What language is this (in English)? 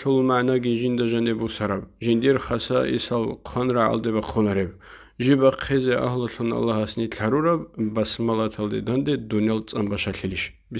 Avaric